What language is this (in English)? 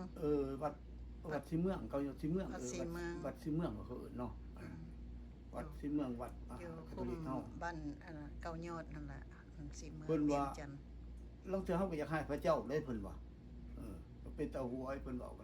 Lao